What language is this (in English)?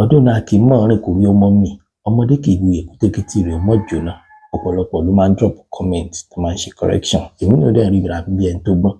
Yoruba